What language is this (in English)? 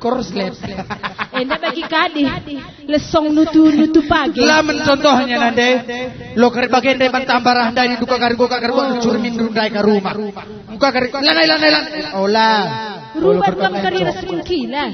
Batak Karo